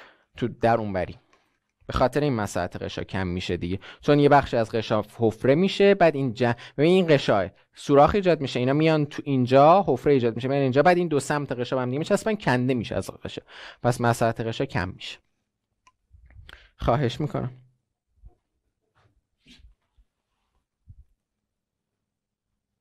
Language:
Persian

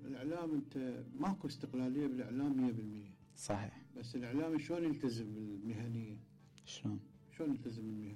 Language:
Mesopotamian Arabic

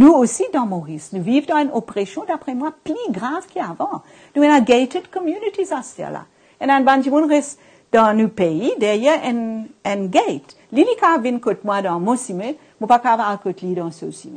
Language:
Morisyen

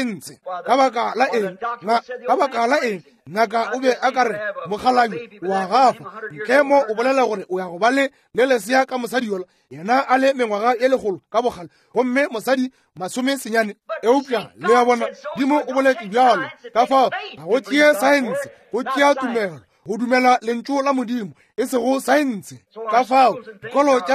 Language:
Northern Sotho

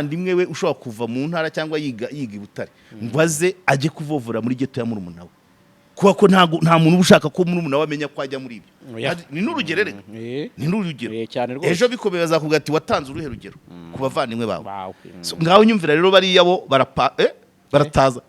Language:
Kinyarwanda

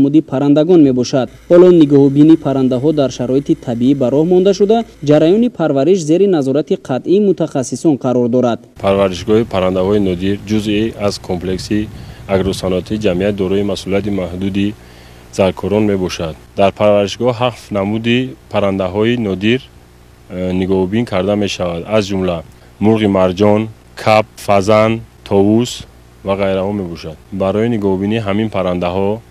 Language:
Tajik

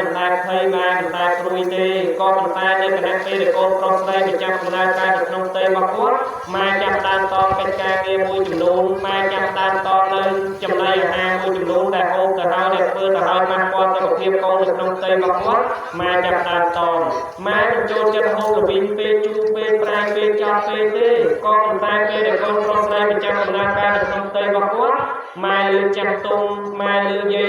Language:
Khmer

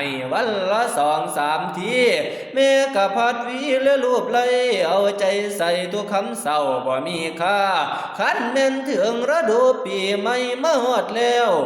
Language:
Northeastern Thai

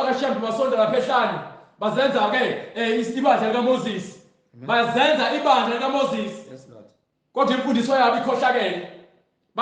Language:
Zulu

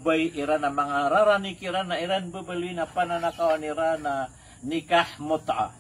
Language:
Maranao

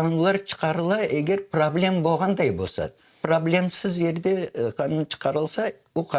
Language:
Crimean Tatar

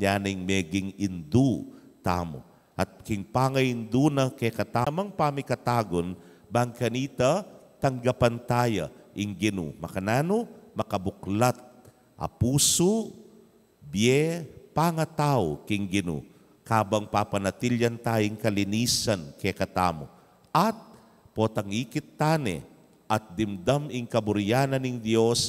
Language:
Pampanga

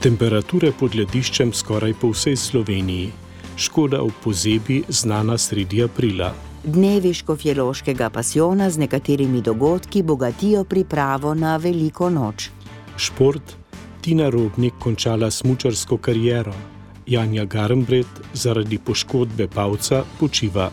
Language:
Slovenian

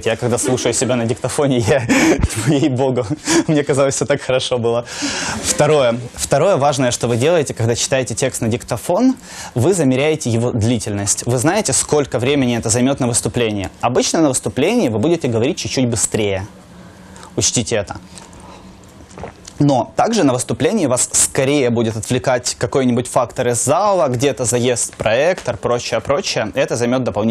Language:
Russian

